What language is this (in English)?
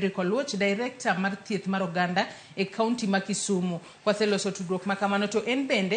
Luo (Kenya and Tanzania)